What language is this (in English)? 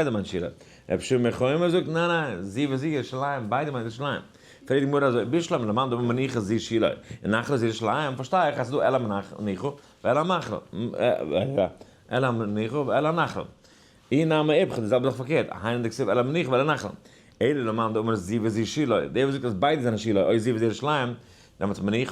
Yiddish